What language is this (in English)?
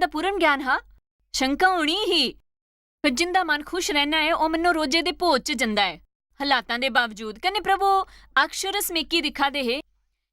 Dogri